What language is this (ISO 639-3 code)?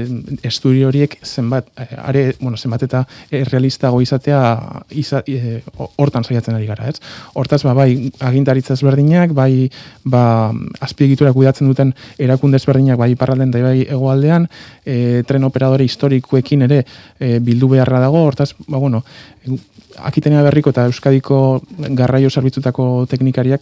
eus